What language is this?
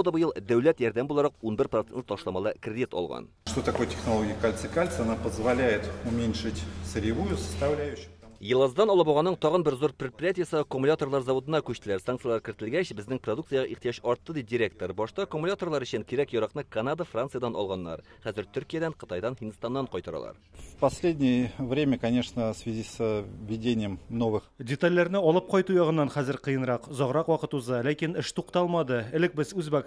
Tatar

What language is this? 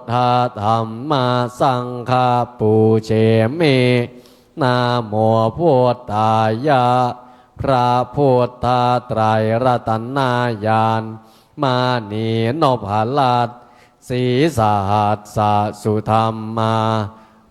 Pali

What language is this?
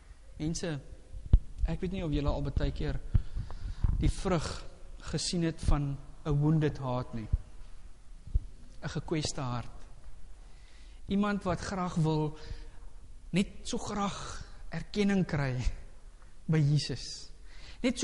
Afrikaans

